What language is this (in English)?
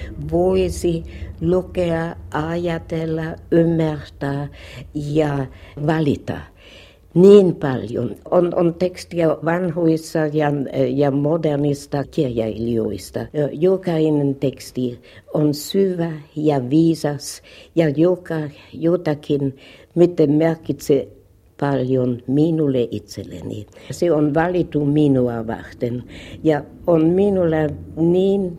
Finnish